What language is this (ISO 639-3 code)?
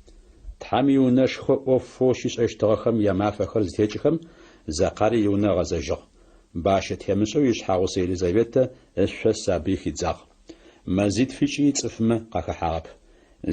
ady